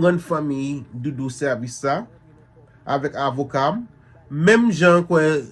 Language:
Haitian Creole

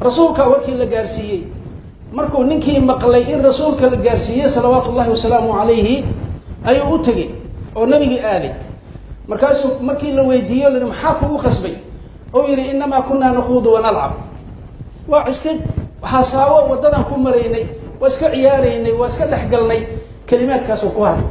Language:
Somali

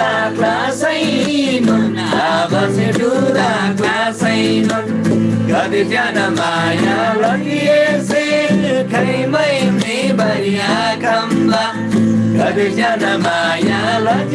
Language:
Eastern Tamang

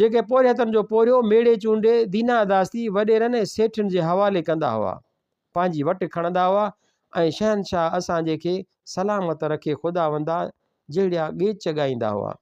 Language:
Sindhi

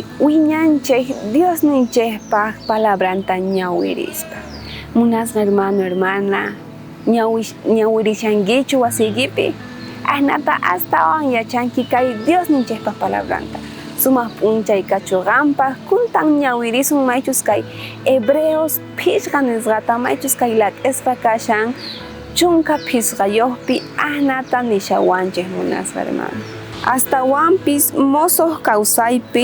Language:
South Bolivian Quechua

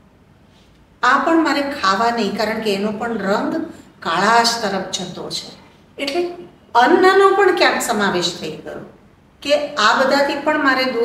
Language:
Gujarati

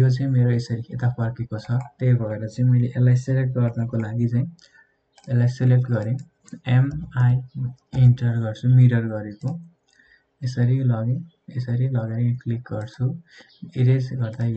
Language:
Nepali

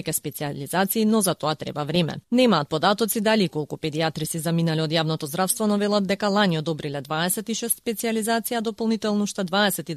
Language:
Macedonian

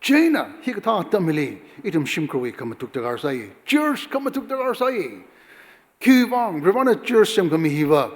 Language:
Tangkhul Naga (India)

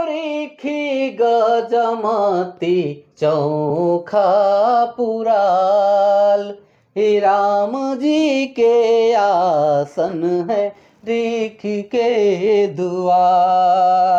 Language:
Sadri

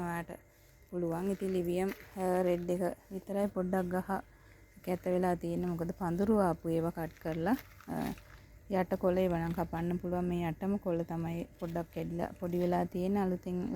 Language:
Sinhala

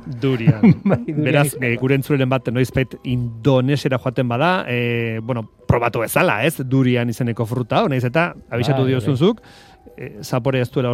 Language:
Basque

